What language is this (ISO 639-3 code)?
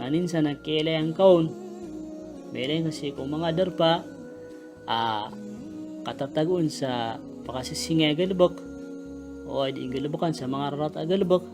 mrw